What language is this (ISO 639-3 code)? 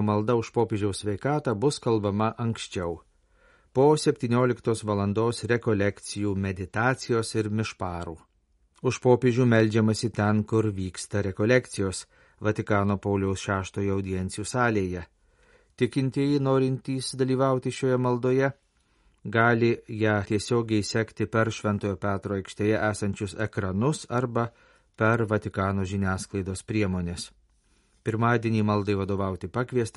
lit